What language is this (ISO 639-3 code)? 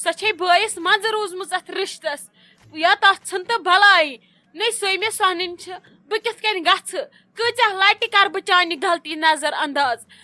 kas